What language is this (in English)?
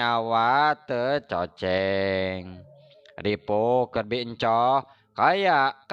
Sundanese